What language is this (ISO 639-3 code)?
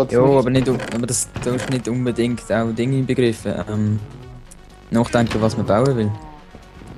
gsw